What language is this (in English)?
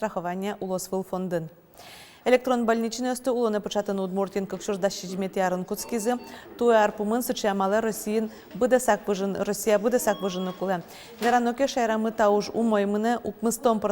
Udmurt